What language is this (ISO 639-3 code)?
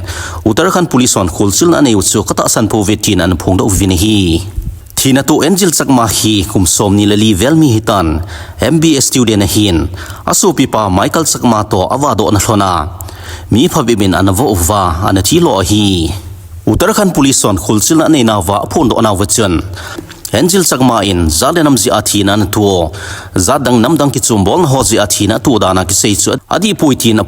tcz